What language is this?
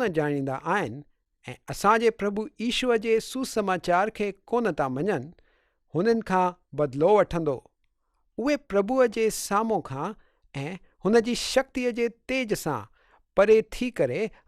Sindhi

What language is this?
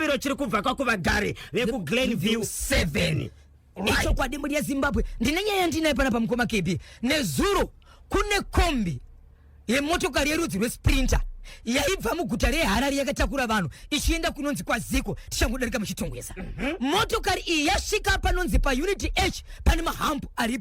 Shona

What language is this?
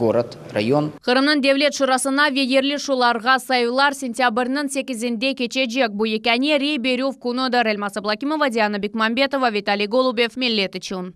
Crimean Tatar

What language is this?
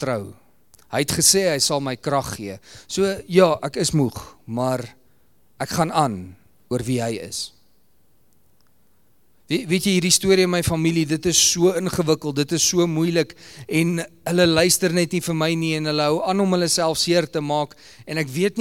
Afrikaans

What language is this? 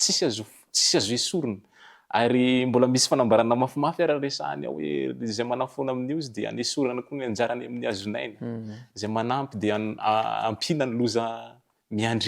Malagasy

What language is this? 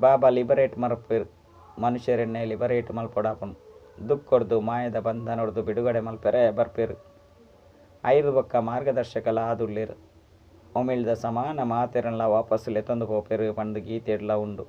Tulu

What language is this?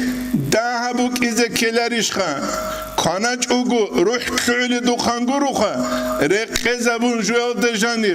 Avaric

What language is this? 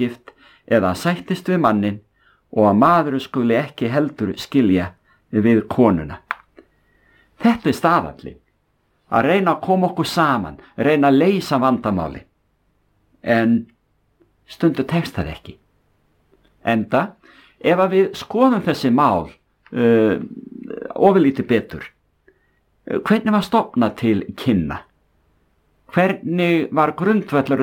Icelandic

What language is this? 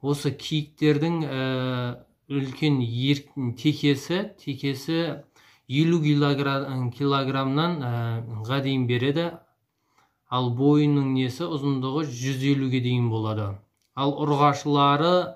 Kazakh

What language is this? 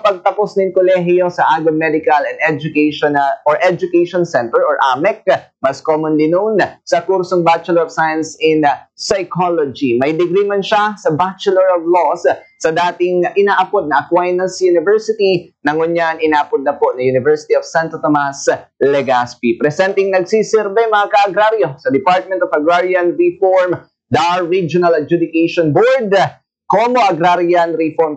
Bikol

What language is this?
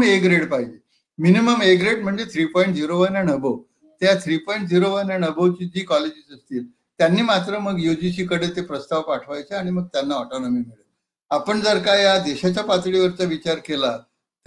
Marathi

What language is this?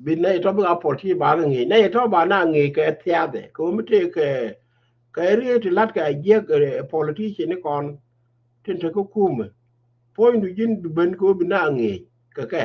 Nuer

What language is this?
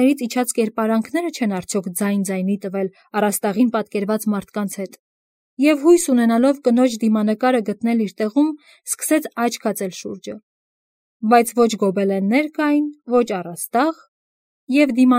Armenian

